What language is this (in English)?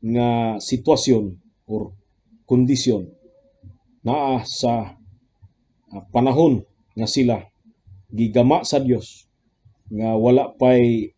Cebuano